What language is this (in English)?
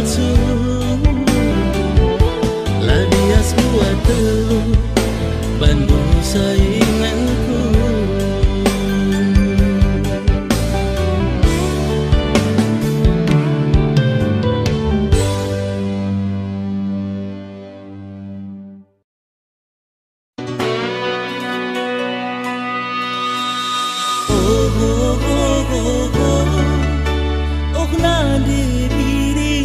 Batak Karo